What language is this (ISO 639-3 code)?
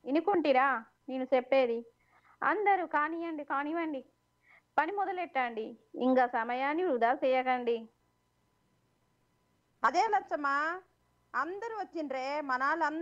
tel